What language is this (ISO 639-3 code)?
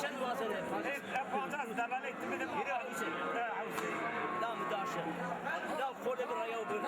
zza